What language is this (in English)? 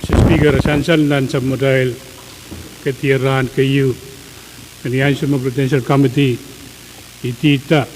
Pohnpeian